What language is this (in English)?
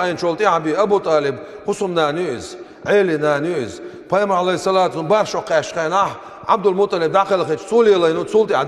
Chechen